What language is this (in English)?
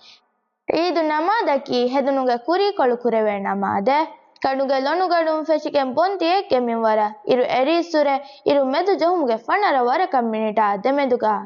Divehi